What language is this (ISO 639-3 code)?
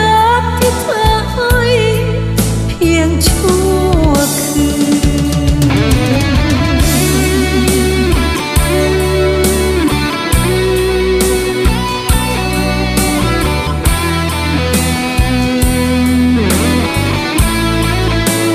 tha